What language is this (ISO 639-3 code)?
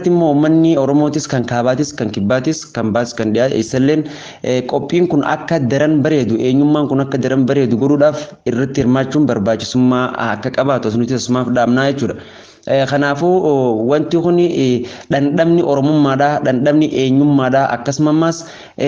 orm